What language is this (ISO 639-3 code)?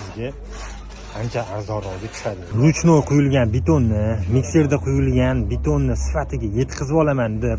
uzb